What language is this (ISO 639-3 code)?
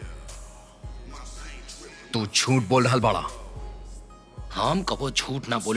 bho